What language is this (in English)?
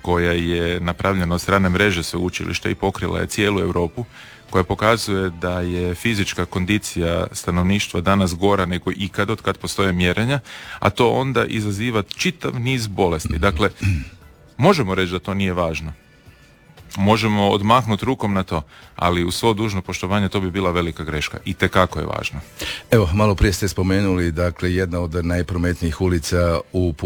Croatian